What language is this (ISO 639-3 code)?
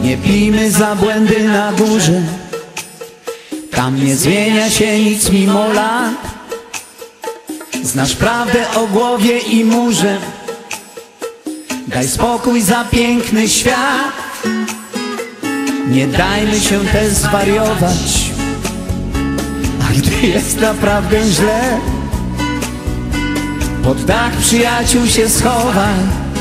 pol